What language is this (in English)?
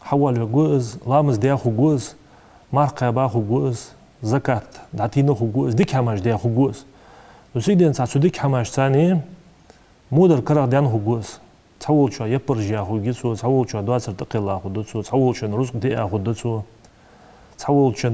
Ingush